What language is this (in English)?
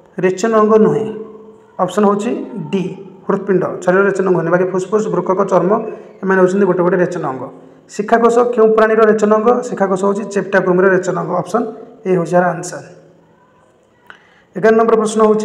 Odia